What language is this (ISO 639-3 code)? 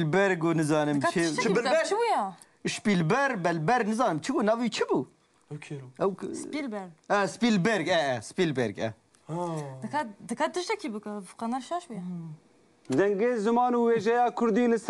kur